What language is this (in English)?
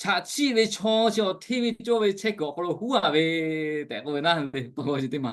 Lahu